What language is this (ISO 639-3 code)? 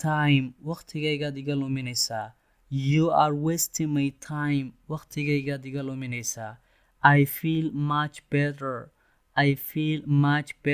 som